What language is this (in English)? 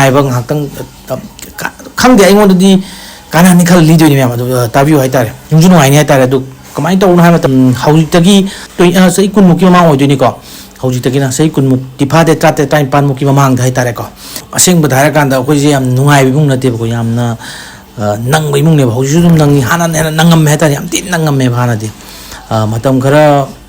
Manipuri